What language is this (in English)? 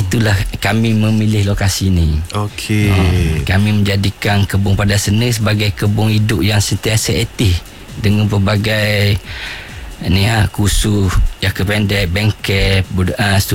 Malay